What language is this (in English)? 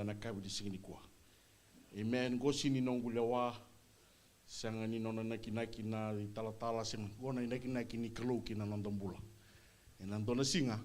Fijian